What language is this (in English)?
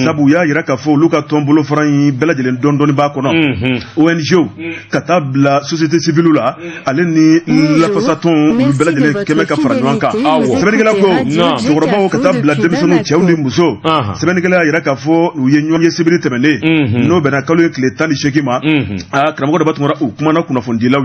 Bambara